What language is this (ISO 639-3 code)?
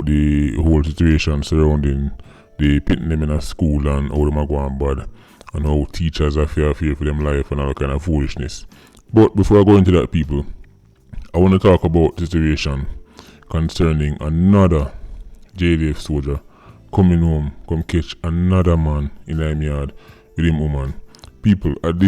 jam